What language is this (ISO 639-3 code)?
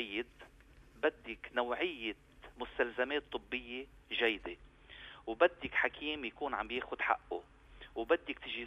apc